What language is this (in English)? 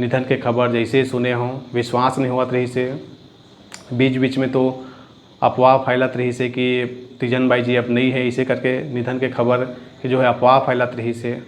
Chhattisgarhi